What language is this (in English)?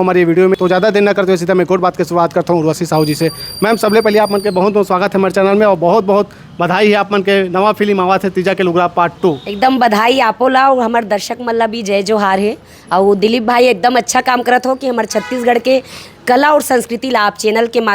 Chhattisgarhi